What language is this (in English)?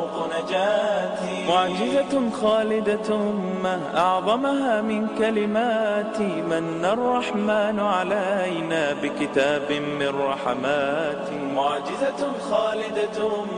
Urdu